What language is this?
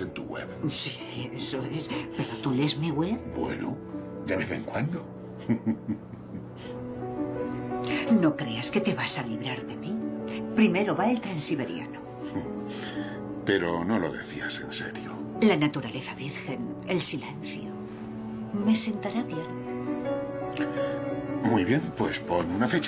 Spanish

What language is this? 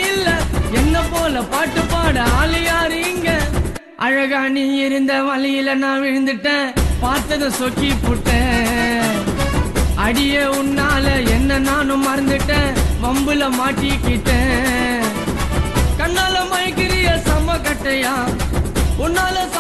Tamil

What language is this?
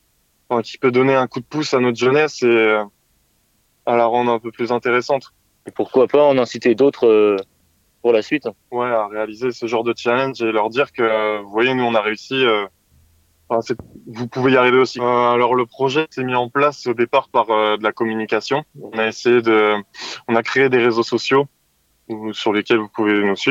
French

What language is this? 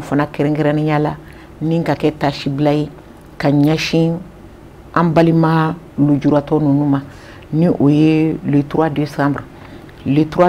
Bambara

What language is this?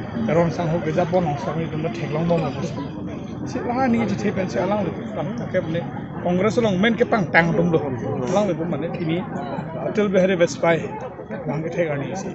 Karbi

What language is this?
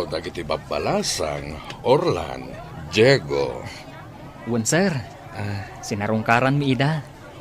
Iloko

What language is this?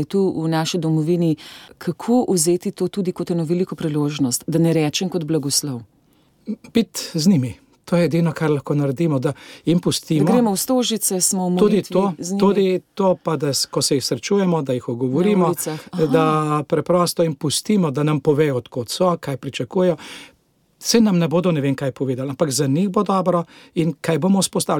Slovenian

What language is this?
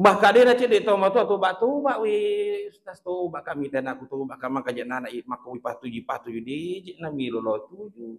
Buginese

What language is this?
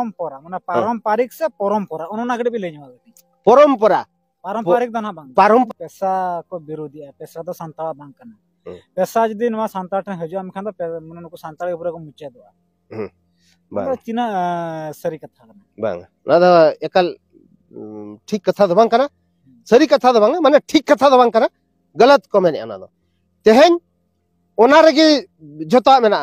Santali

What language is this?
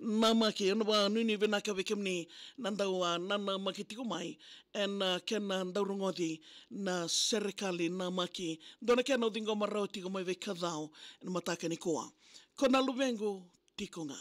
Fijian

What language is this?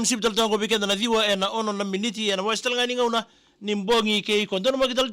Fijian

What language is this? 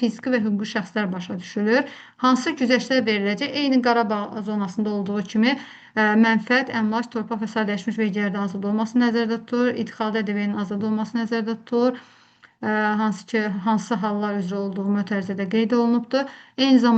Azerbaijani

